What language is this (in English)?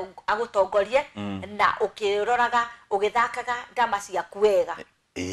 Kikuyu